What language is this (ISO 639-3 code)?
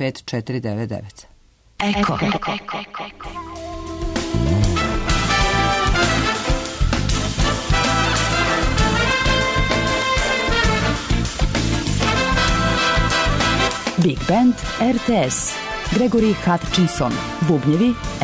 srp